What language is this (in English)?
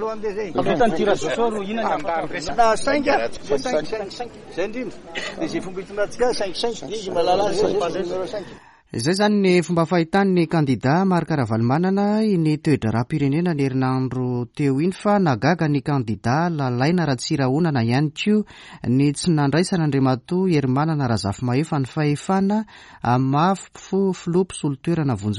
Malagasy